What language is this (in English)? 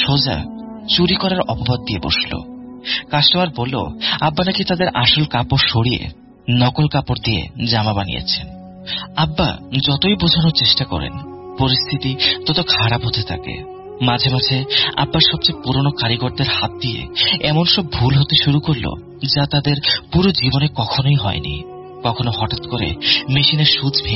Bangla